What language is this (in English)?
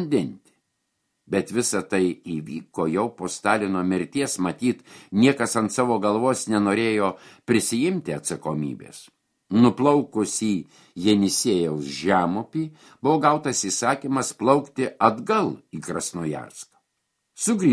Lithuanian